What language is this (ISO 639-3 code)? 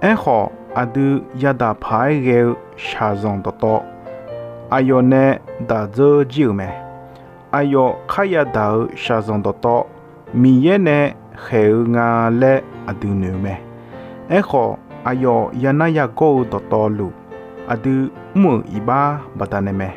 ahk